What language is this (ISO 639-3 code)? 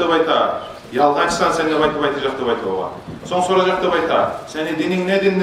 kum